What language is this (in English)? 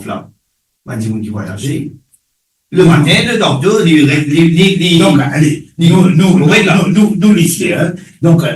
Morisyen